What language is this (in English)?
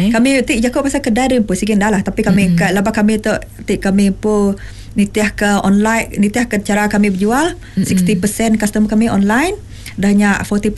Iban